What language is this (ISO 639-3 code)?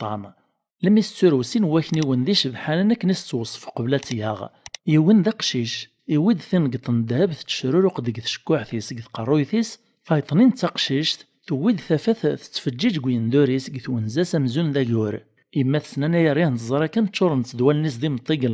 kab